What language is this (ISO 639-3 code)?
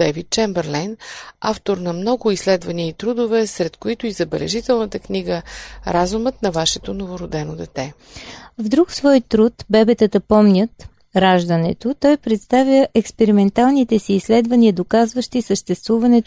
bul